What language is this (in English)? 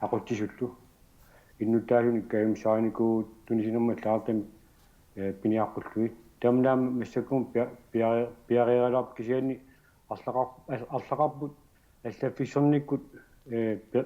Kalaallisut